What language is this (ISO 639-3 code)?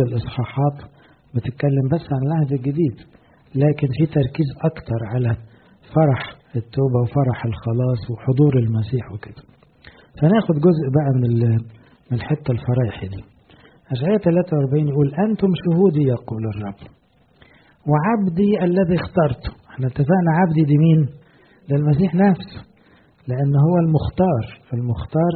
arz